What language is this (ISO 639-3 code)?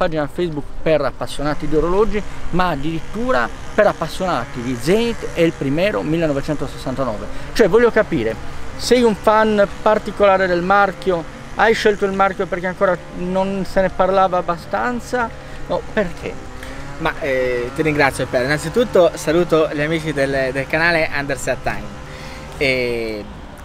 ita